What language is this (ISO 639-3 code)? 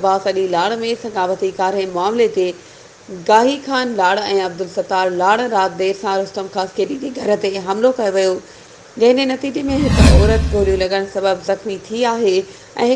snd